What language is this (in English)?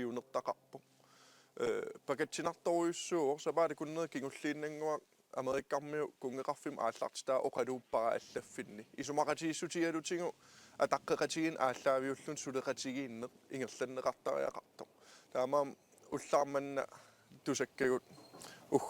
Kalaallisut